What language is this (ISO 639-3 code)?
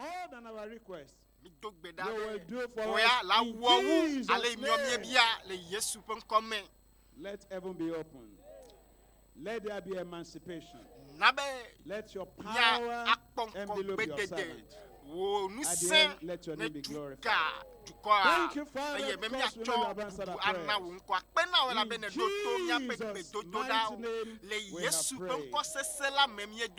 ewe